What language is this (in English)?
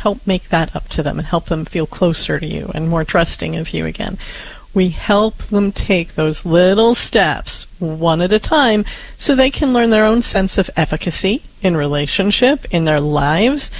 English